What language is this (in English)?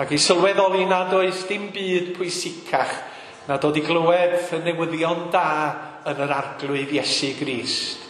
Welsh